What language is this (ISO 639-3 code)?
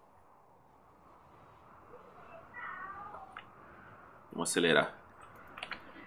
por